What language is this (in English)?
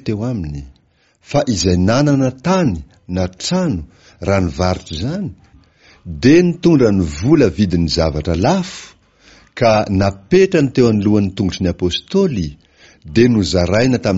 Malagasy